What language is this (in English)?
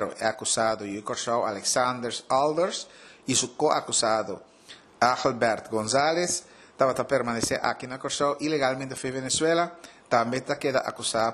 Papiamento